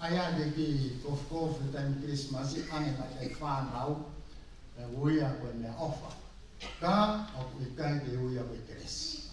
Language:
Tongan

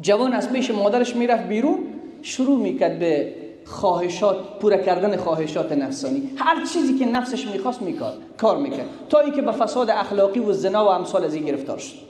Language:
Persian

